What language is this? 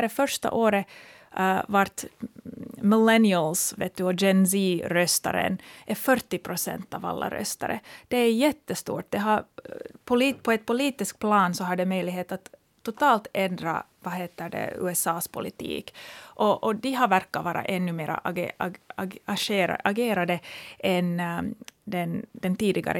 Swedish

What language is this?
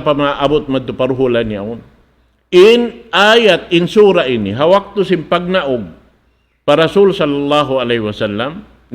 Tausug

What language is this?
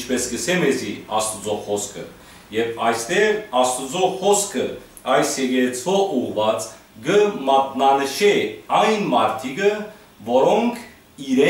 Western Armenian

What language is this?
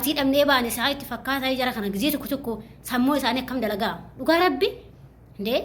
Oromo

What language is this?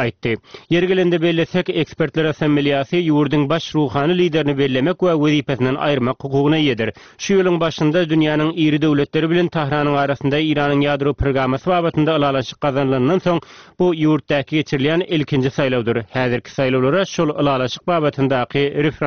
Turkmen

